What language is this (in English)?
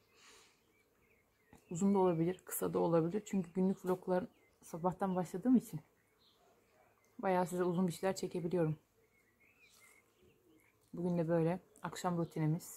Turkish